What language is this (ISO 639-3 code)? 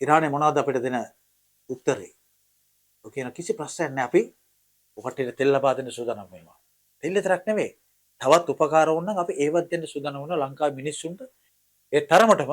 sin